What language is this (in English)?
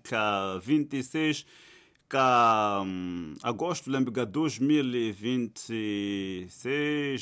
Tsonga